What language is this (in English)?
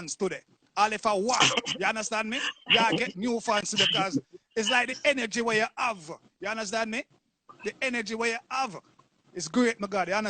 Jamaican Creole English